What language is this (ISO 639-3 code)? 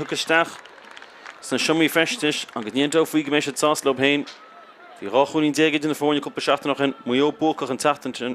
gle